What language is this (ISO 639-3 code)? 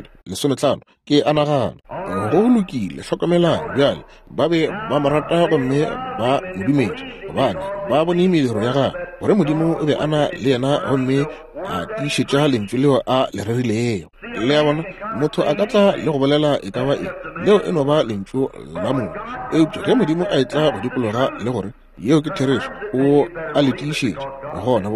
nso